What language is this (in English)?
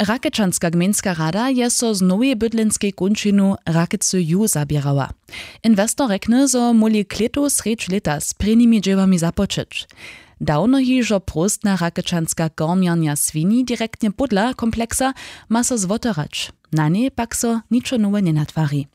Upper Sorbian